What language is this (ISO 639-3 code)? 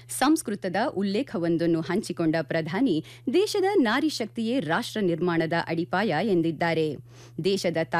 kan